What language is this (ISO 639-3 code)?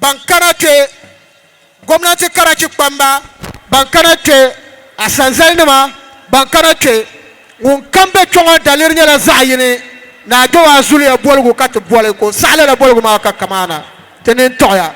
dag